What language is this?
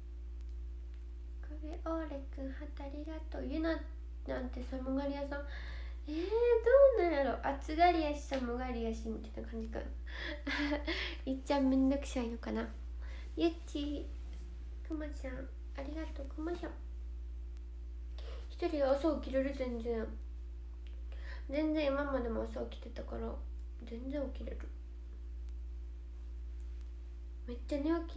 Japanese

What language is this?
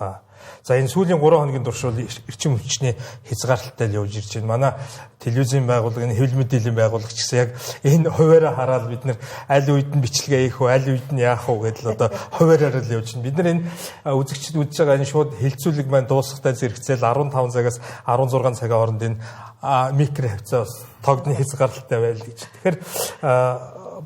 Mongolian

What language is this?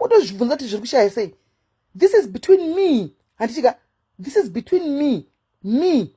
Shona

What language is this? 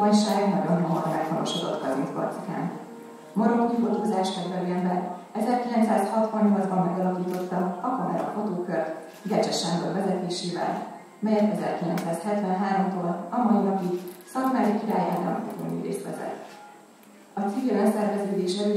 Hungarian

